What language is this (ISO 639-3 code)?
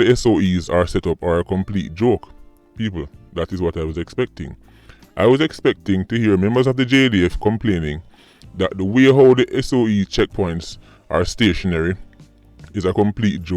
jam